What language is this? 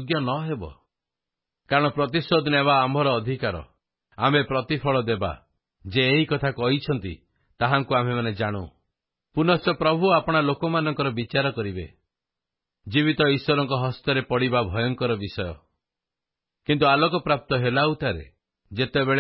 Odia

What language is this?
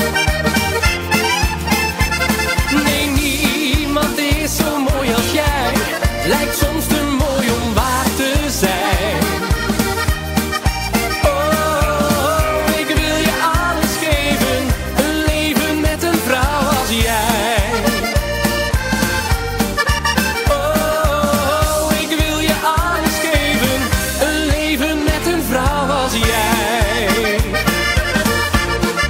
Dutch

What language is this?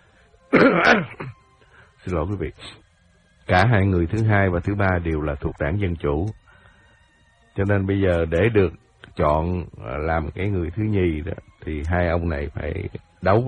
Vietnamese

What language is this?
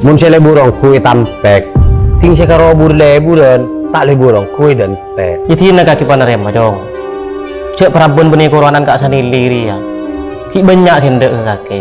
Madurese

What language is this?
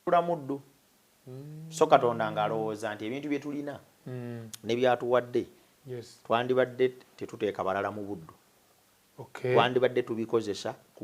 Ganda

